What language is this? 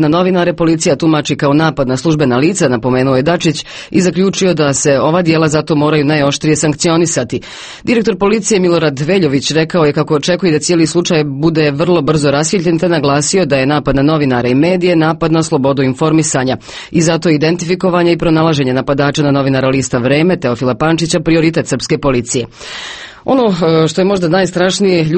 Serbian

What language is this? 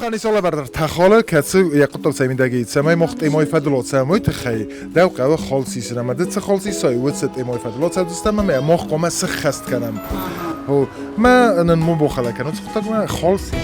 Ossetic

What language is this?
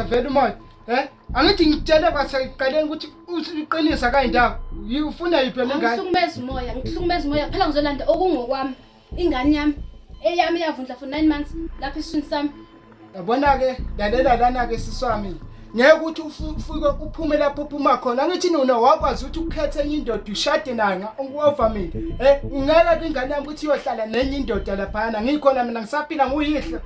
Zulu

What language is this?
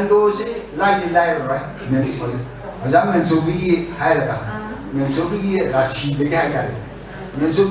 Manipuri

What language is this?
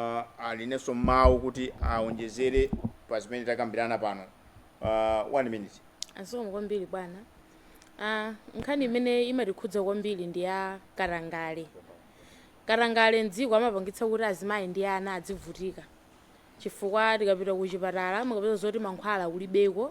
Nyanja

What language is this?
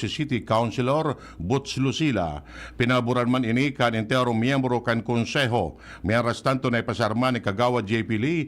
Bikol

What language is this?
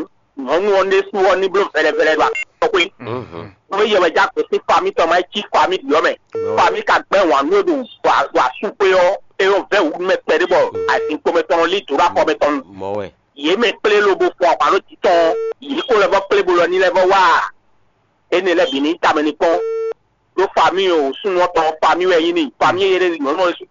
Fon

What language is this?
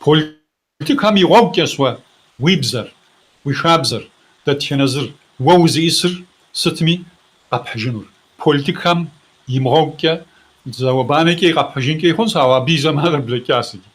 Kabardian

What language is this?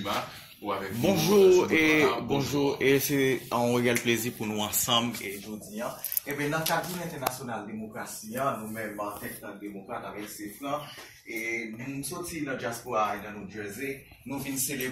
Haitian Creole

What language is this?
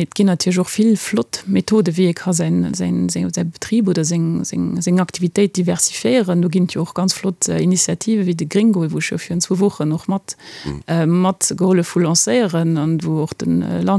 Luxembourgish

